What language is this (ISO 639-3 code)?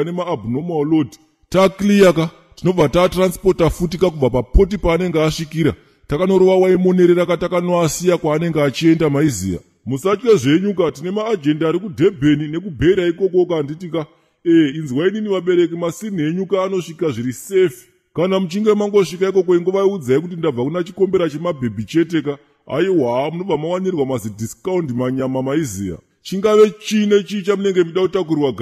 sna